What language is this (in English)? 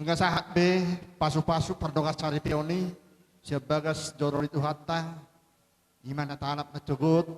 Batak Toba